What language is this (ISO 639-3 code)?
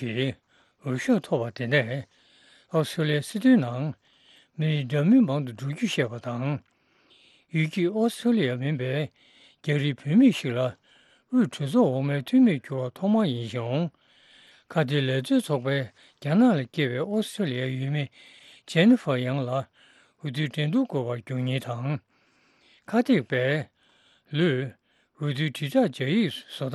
bod